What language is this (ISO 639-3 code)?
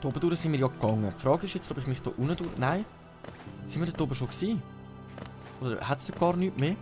gsw